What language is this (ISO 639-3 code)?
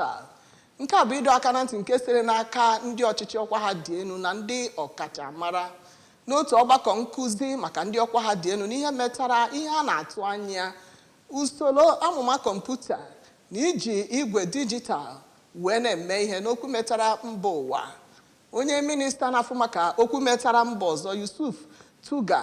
ibo